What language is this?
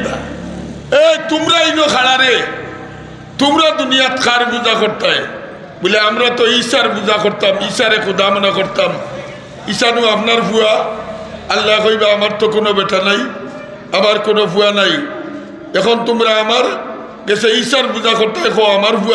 Sylheti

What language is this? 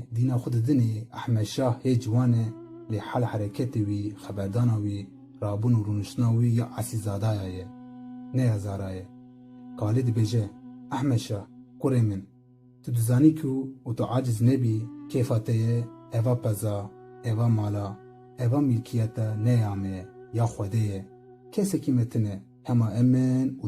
Kurdish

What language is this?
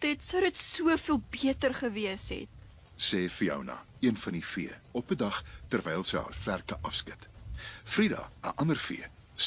Afrikaans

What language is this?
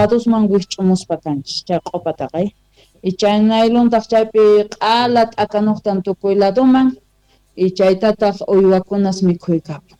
South Bolivian Quechua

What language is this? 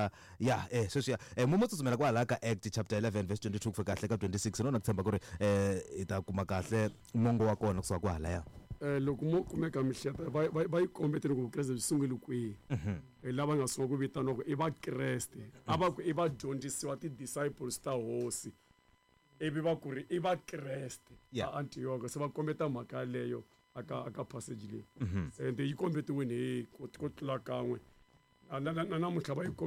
Tsonga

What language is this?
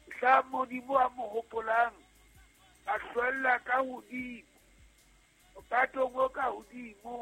Southern Sotho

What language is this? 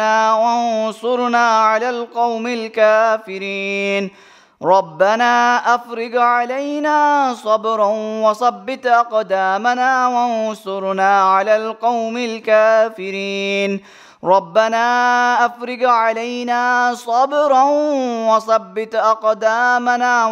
Arabic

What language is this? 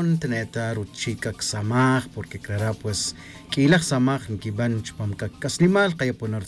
Tz'utujil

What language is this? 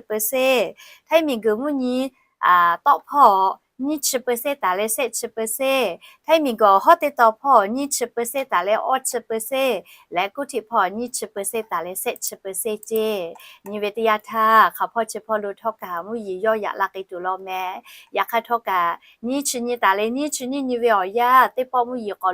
Lahu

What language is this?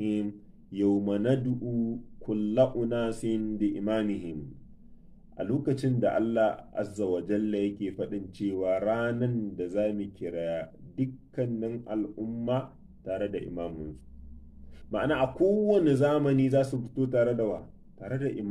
Hausa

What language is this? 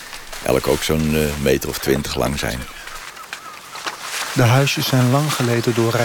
Dutch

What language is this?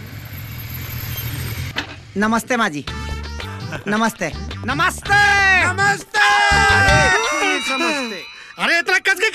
Bhojpuri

